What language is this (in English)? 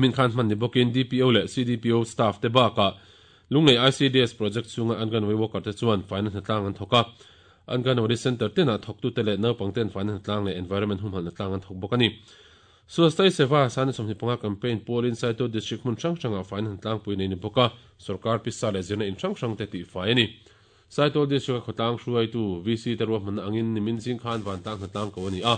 Mizo